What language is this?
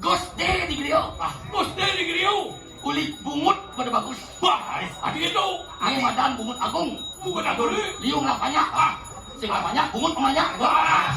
Balinese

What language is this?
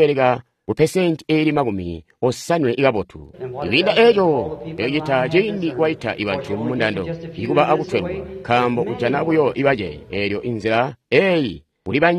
Tonga (Zambia)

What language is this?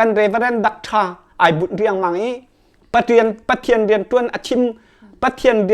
Hakha Chin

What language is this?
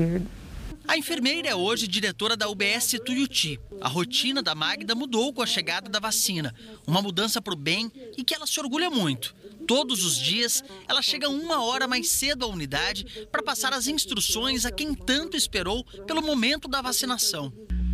Portuguese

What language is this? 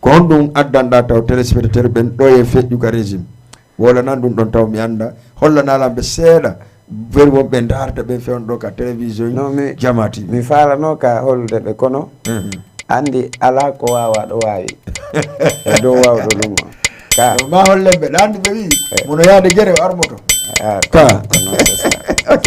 Fula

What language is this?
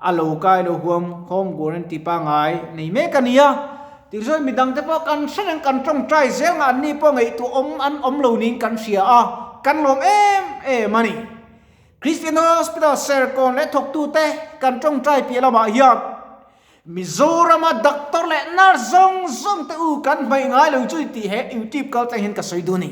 Mizo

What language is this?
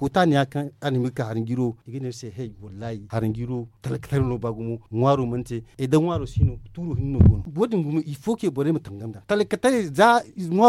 Zarma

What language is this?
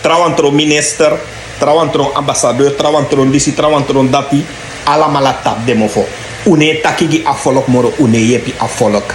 Sranan Tongo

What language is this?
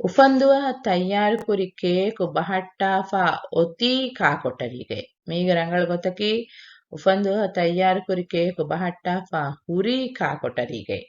Divehi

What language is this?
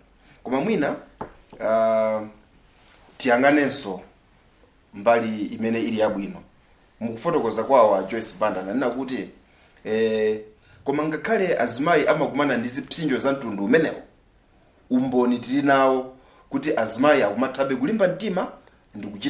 Nyanja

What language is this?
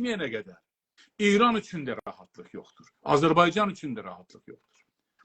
South Azerbaijani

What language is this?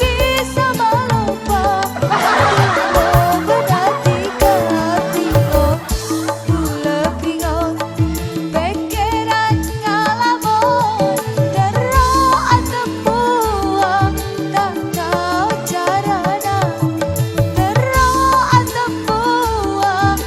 Madurese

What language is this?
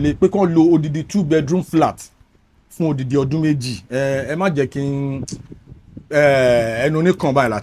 Yoruba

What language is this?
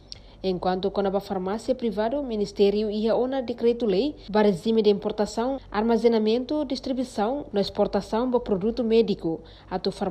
Tetum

